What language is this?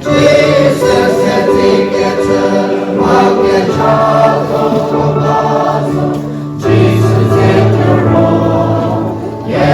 Chokri Naga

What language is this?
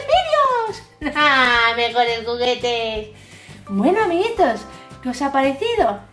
Spanish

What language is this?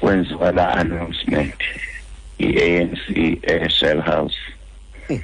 Xhosa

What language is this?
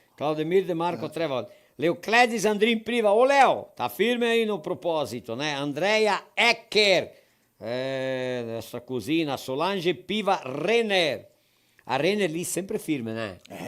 Venetian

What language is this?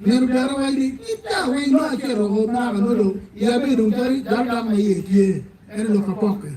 Acoli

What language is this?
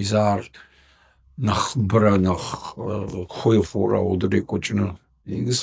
Kabardian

